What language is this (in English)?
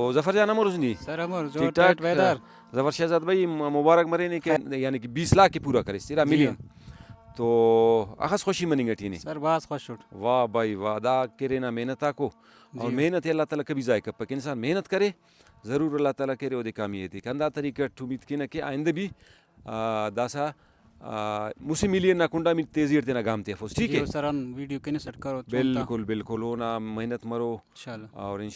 Brahui